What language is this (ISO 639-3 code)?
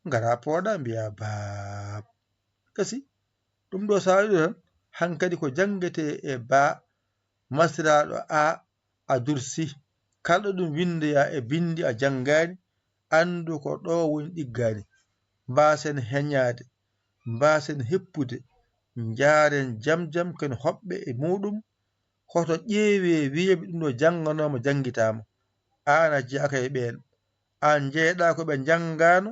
ful